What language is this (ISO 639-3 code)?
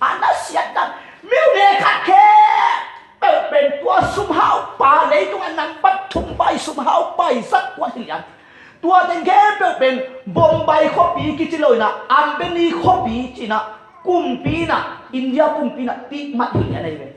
ctd